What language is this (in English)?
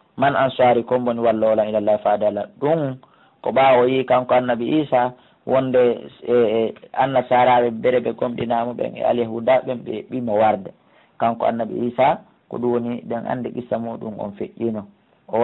Pular